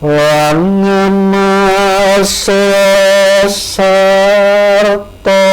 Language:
Javanese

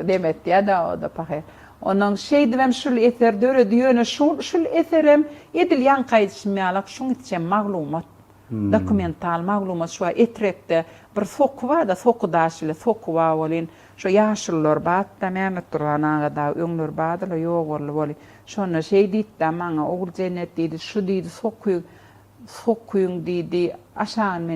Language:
Turkmen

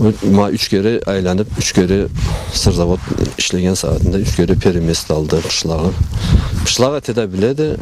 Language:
Karachay-Balkar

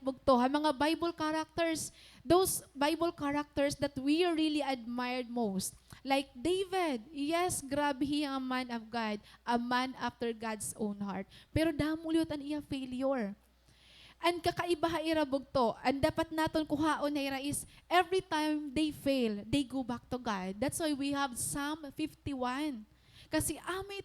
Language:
Waray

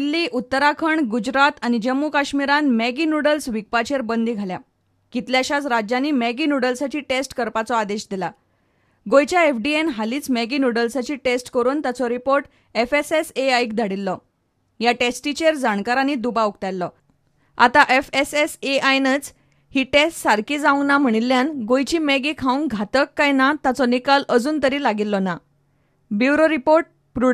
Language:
Konkani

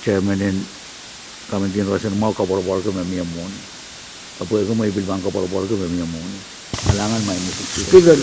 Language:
Pohnpeian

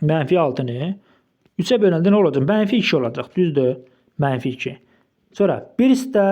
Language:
Azerbaijani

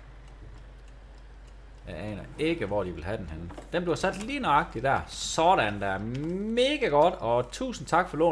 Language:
Danish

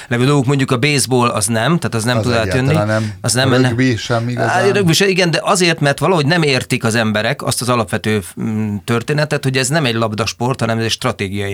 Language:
Hungarian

